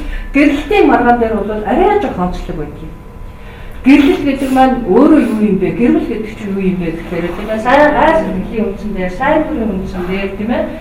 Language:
Mongolian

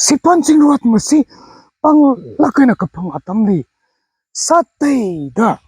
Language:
Tangkhul Naga (India)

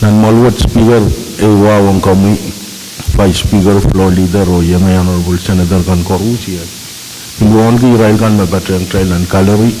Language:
Pohnpeian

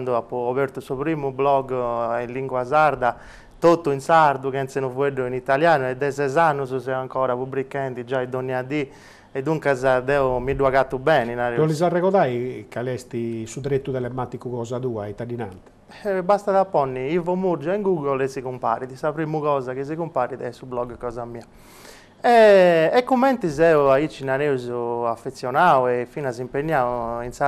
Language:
Sardinian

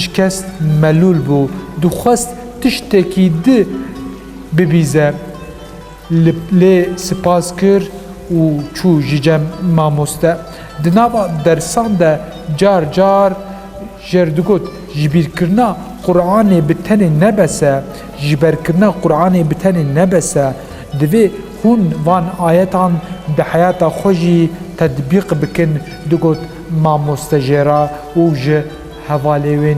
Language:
Kurdish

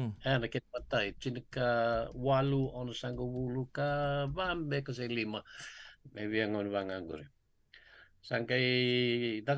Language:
Fijian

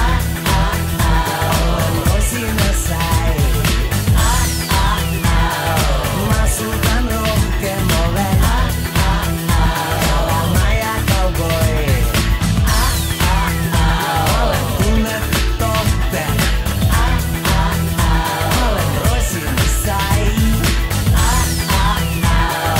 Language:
Estonian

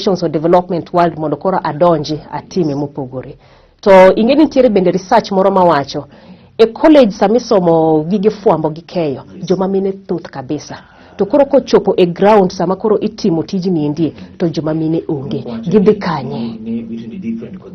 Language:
Luo (Kenya and Tanzania)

